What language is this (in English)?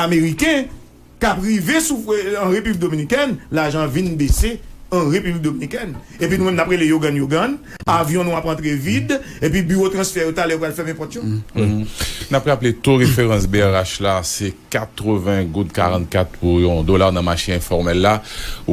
Haitian Creole